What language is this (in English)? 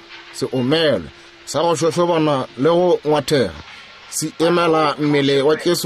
Northern Sotho